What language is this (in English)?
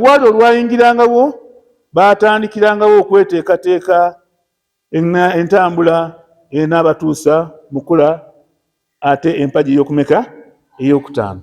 Ganda